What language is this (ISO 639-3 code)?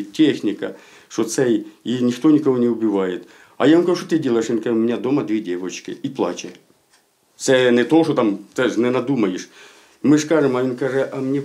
ukr